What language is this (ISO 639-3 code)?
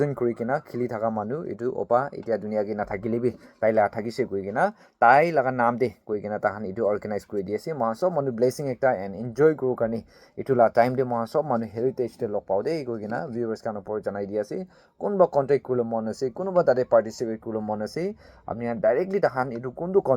nag